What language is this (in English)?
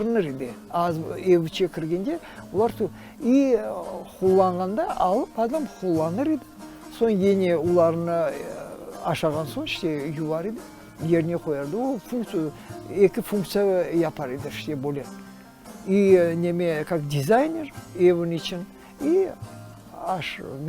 Crimean Tatar